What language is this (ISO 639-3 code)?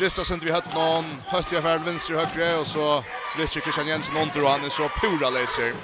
fao